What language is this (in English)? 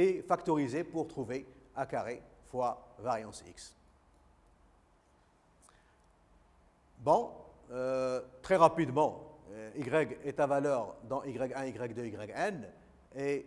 French